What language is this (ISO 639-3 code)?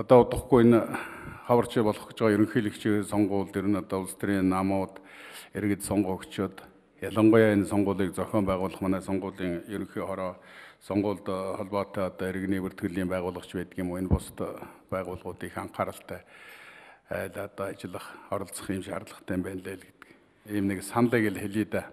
mon